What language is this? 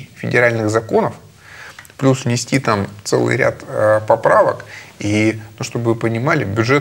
Russian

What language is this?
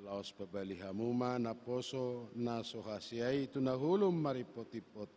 Batak Toba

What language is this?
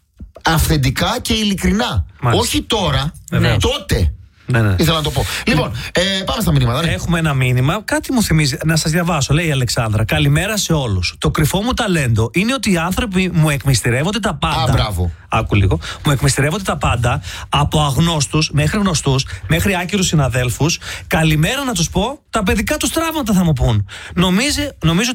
Greek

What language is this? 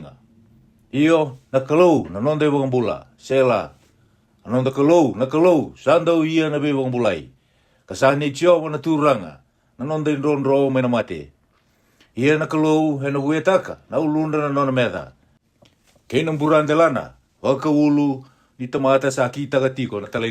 Fijian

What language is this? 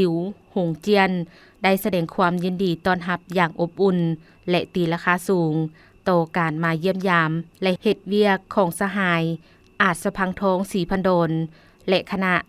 Lao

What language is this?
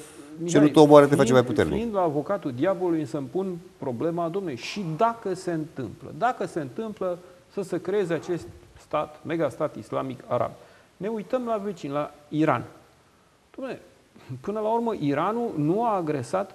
Romanian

